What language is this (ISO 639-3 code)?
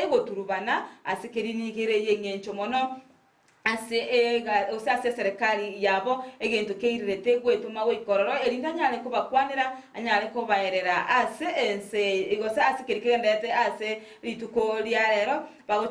guz